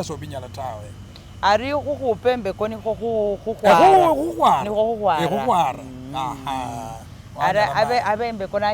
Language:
Masaaba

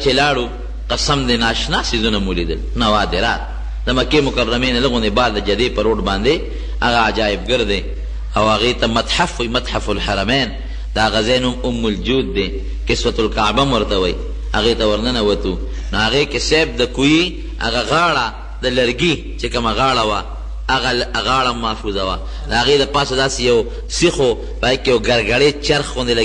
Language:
Pashto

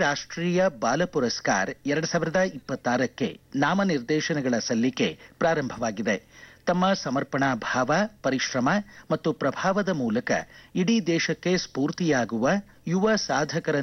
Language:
Kannada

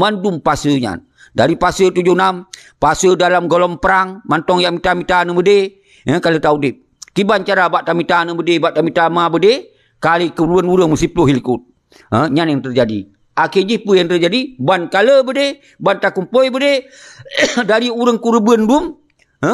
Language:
Achinese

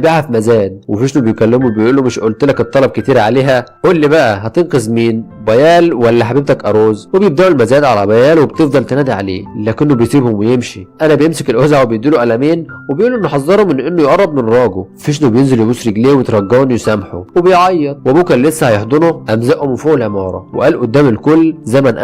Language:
Egyptian Arabic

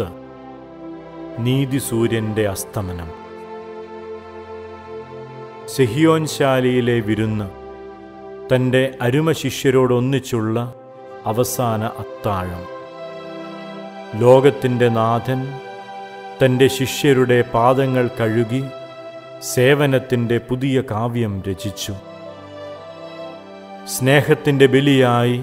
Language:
Malayalam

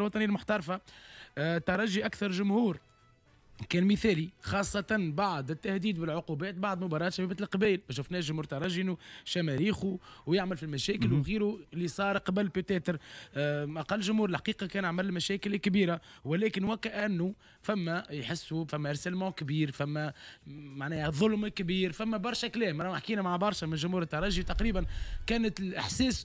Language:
Tunisian Arabic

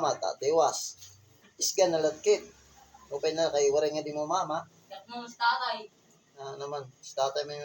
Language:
Waray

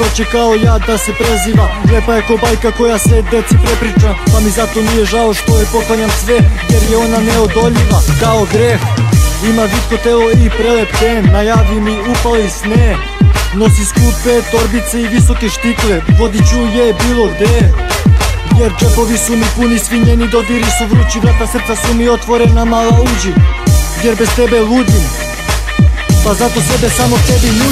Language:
Serbian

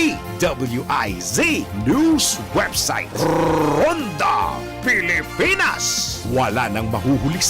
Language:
Bikol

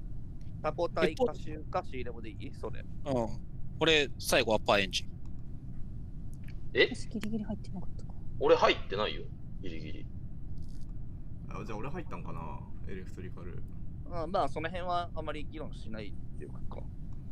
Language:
Japanese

